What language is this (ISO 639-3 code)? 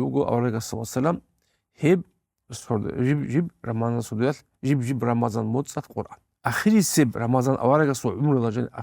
ava